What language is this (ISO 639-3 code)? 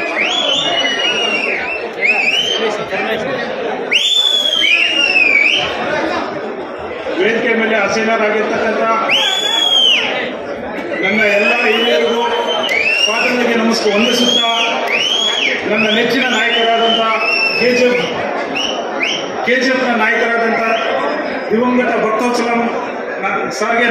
kan